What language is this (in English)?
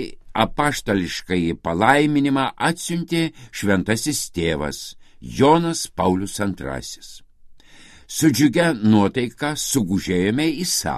Lithuanian